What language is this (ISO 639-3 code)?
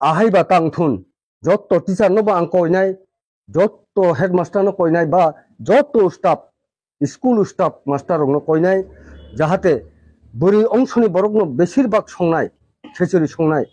trp